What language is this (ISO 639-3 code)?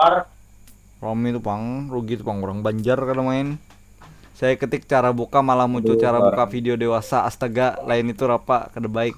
bjn